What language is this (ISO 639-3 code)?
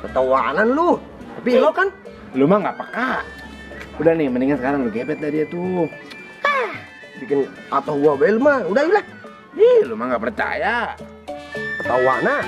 bew